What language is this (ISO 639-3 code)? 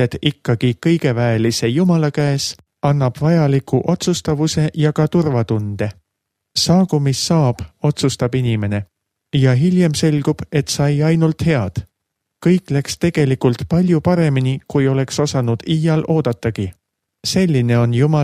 est